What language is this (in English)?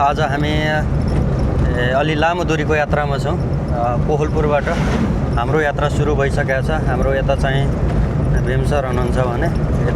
Nepali